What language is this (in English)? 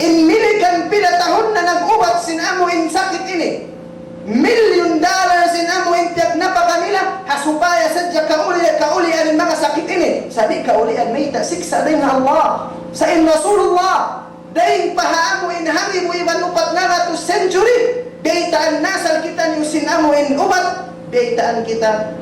Tausug